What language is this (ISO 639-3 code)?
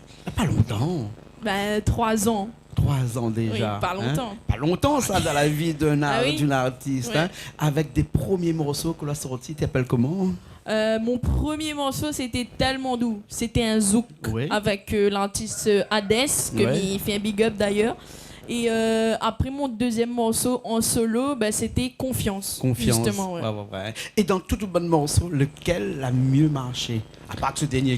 rcf